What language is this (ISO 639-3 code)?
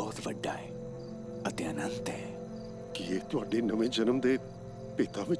doi